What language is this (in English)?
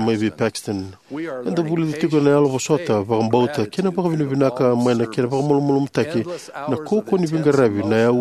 Fijian